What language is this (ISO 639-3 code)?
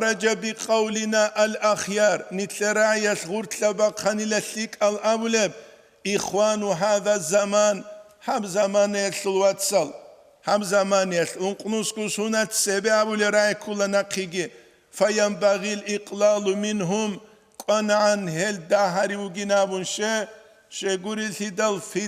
ava